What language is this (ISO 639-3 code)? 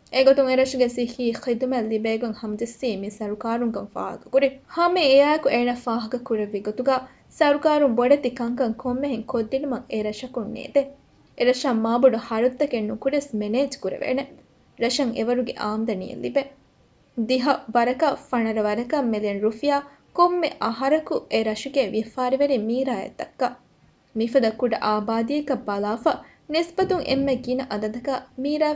div